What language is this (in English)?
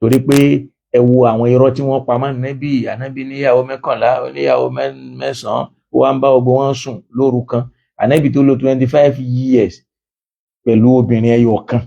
Yoruba